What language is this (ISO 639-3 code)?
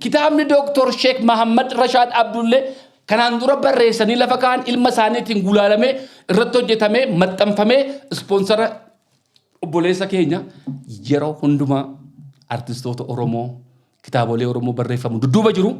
orm